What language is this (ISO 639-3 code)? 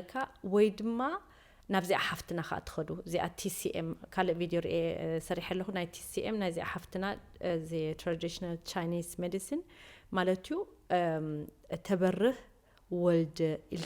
tir